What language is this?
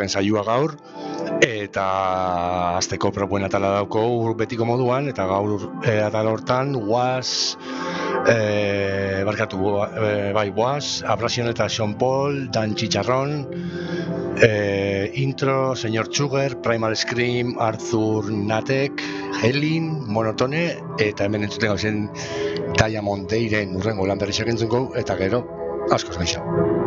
Basque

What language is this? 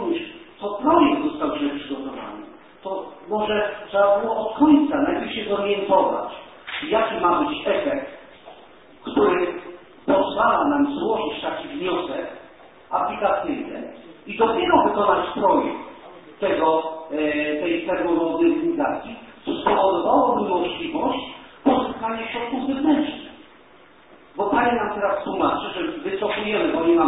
Polish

